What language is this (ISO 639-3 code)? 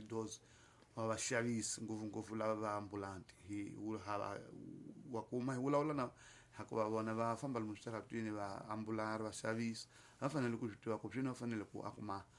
tso